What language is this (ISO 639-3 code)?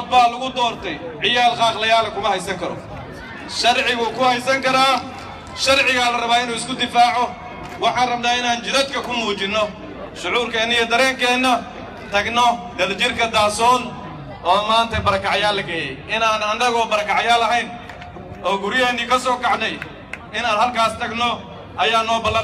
som